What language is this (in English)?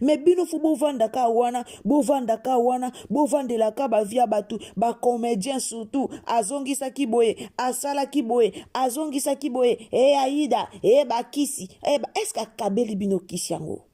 Lingala